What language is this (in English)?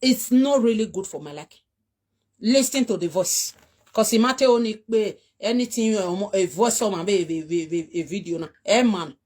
Nigerian Pidgin